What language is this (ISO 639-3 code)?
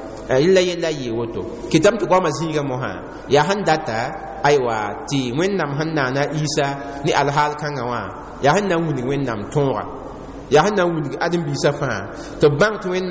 mos